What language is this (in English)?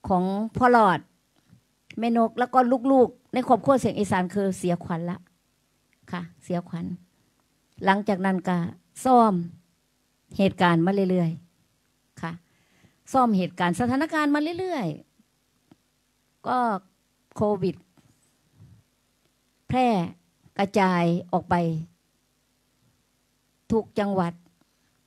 Thai